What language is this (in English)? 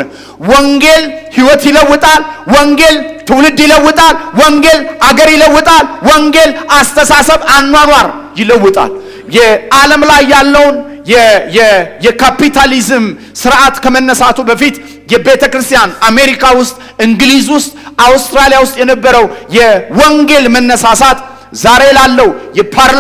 Amharic